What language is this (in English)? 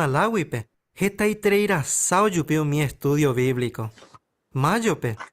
Guarani